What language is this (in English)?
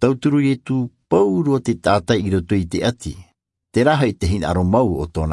Tahitian